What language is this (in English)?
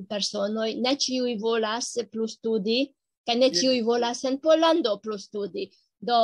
Esperanto